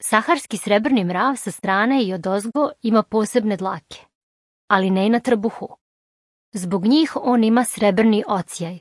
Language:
Serbian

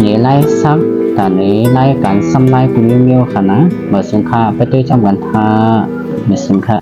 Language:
Shan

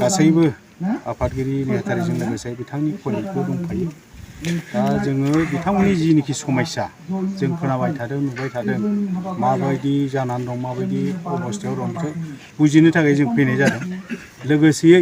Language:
Bodo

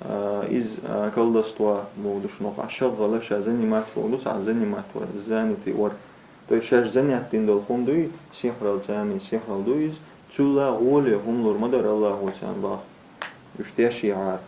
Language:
Chechen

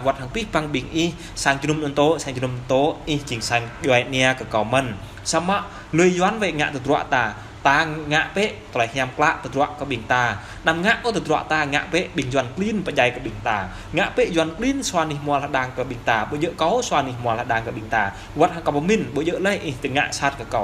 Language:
Jarai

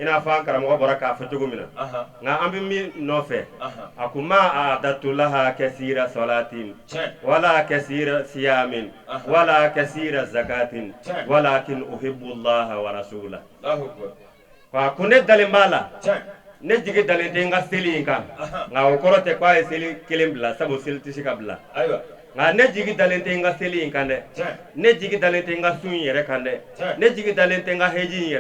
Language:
Bambara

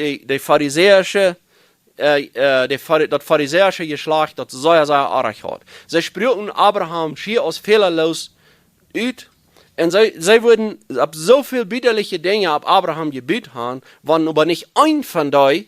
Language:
Plautdietsch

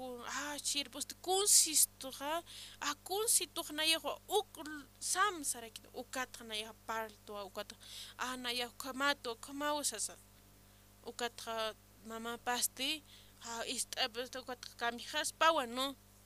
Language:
Aymara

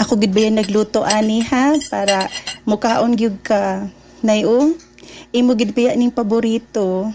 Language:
Cebuano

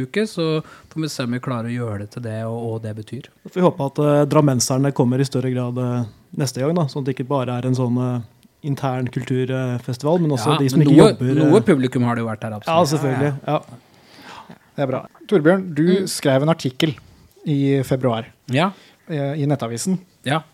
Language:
Norwegian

